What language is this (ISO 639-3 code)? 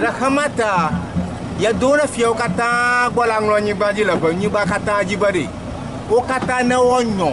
ewe